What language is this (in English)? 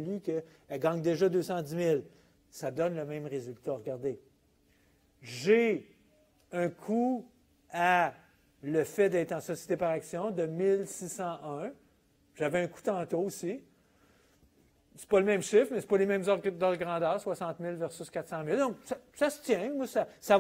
French